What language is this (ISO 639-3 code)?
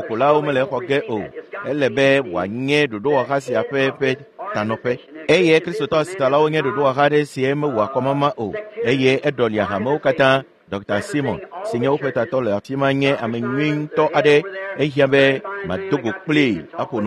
ewe